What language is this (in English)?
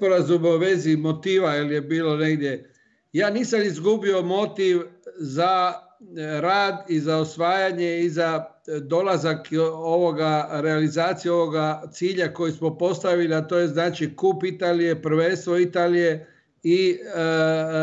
Croatian